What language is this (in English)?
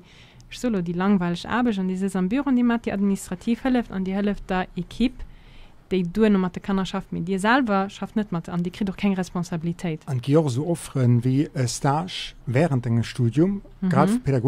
Luxembourgish